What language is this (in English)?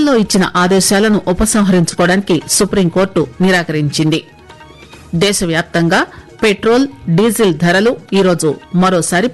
Telugu